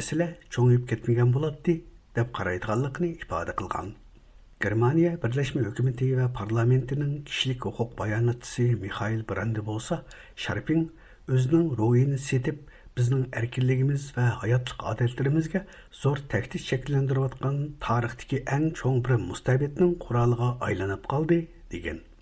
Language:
Uyghur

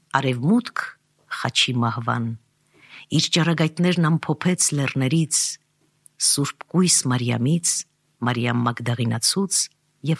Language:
Armenian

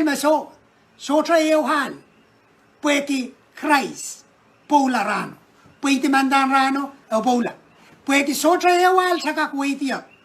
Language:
Pohnpeian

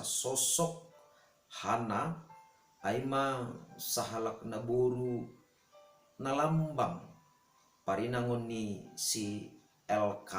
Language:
Batak Simalungun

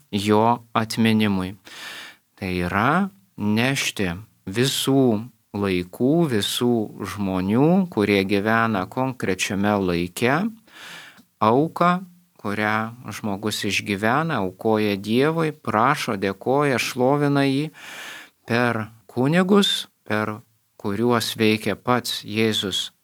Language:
Lithuanian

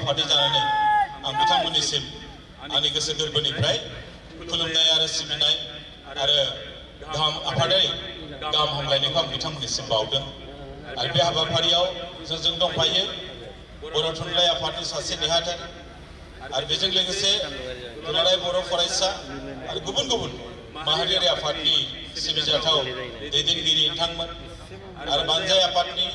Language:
Bodo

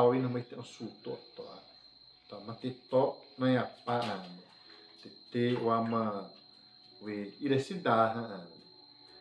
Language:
Xavánte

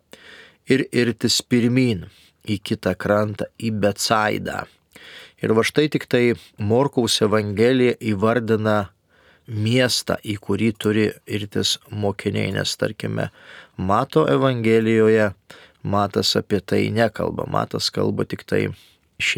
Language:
Lithuanian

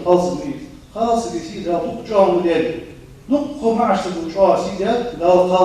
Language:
Ingush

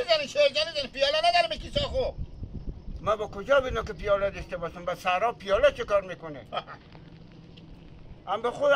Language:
Hazaragi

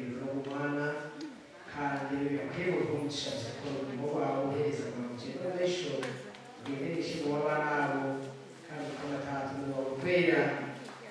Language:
Nyankole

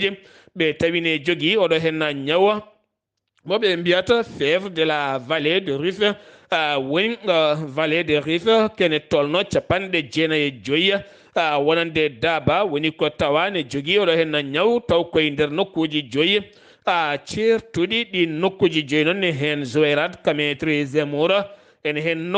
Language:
Fula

